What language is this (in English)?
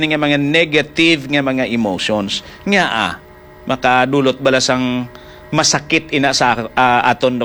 Hiligaynon